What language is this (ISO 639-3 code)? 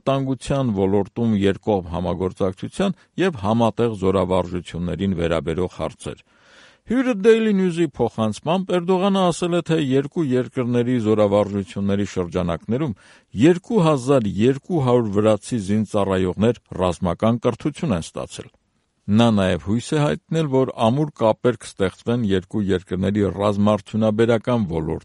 hye